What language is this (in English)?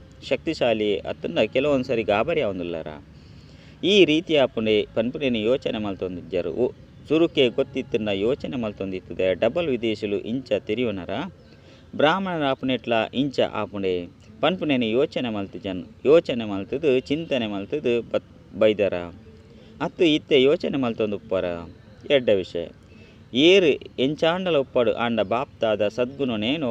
Tulu